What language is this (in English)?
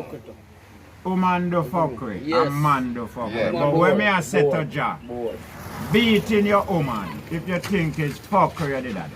Jamaican Creole English